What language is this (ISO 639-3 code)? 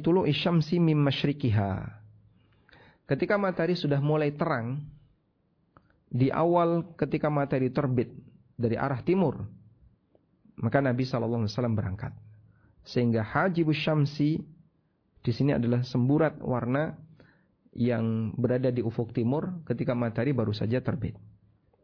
ind